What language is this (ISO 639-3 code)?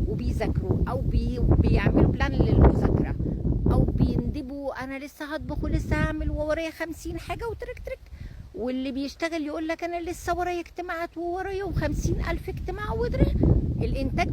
arz